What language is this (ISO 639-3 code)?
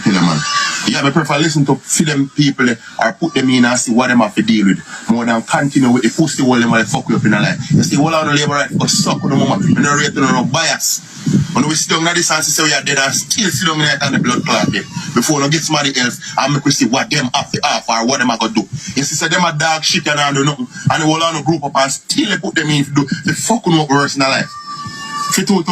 jam